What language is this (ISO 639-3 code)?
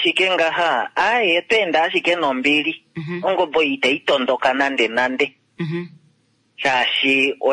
kua